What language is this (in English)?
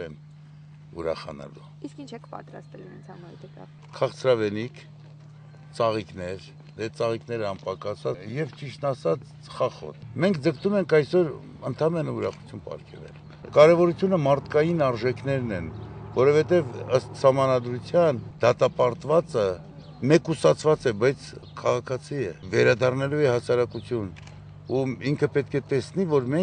Armenian